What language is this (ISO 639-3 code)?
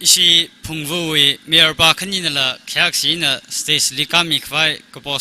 nmf